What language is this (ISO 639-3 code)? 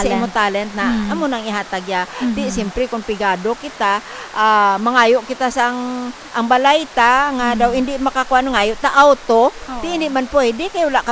hil